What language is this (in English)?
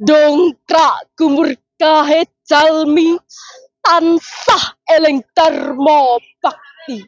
Javanese